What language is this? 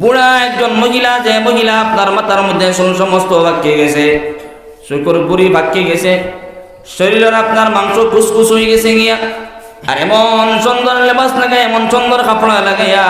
Sylheti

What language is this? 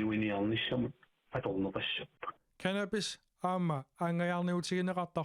Kalaallisut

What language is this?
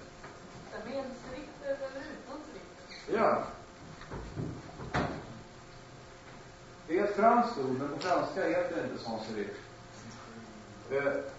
Swedish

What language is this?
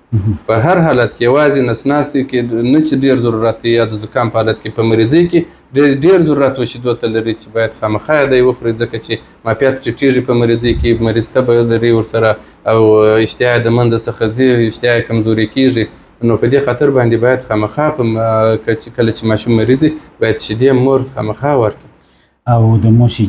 Pashto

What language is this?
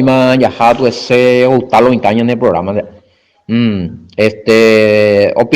Guarani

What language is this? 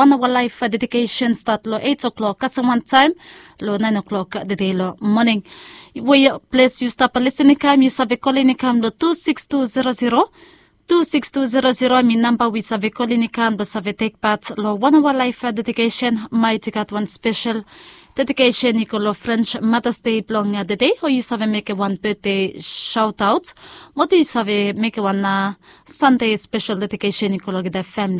Bislama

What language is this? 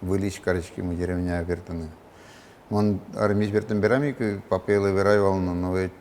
Udmurt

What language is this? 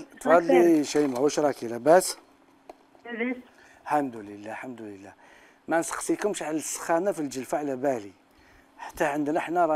Algerian Arabic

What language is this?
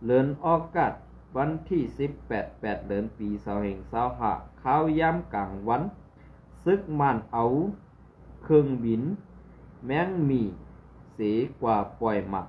Shan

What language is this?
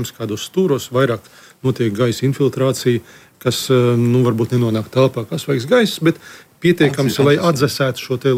Latvian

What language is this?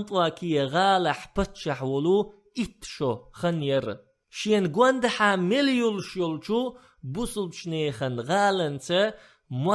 Chechen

